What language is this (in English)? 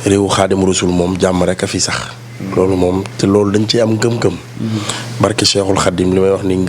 Wolof